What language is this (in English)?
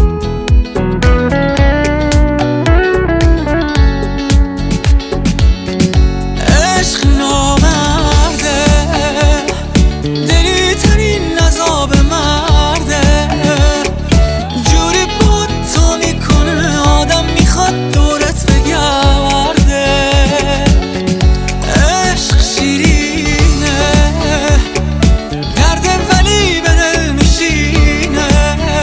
Persian